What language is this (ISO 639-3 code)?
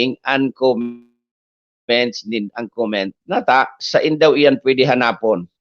bik